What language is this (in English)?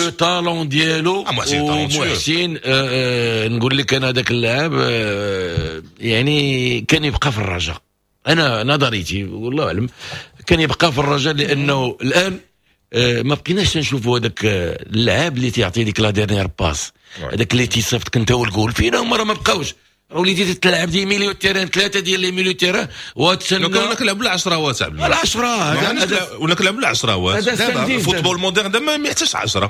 Moroccan Arabic